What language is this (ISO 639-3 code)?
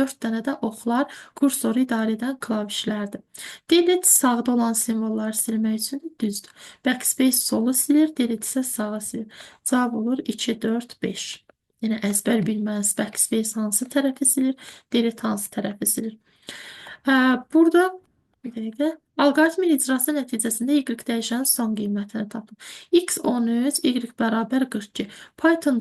aze